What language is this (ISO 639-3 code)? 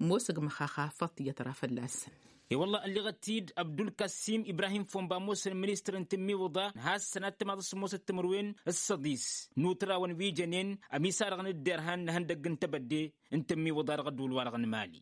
taq